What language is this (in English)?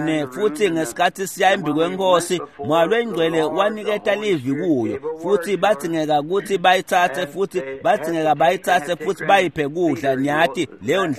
Swati